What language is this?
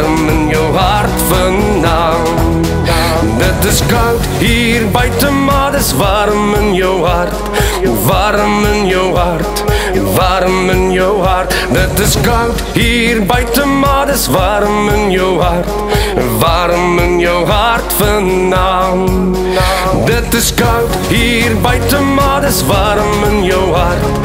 Afrikaans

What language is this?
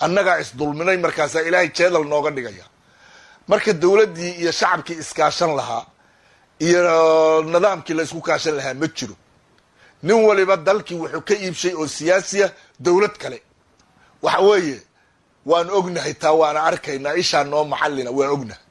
Somali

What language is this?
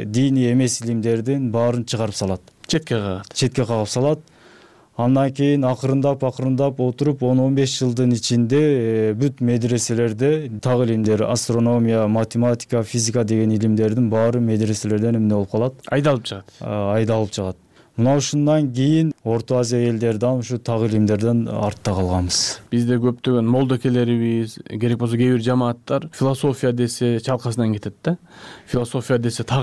Kyrgyz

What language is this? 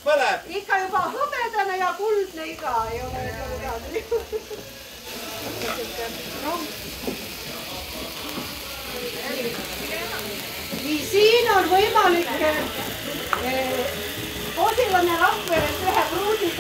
Estonian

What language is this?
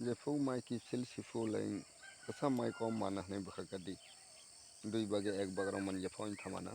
Kok Borok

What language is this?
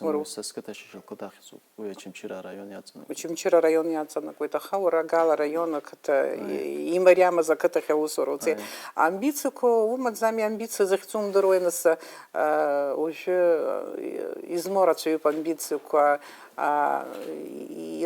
Abkhazian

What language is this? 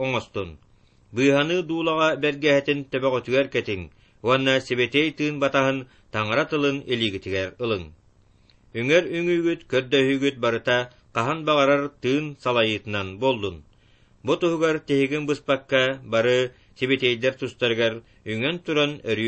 Yakut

